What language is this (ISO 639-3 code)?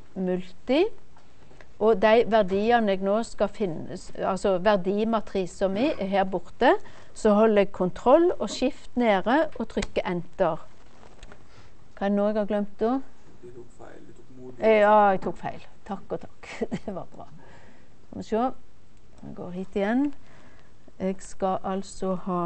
nor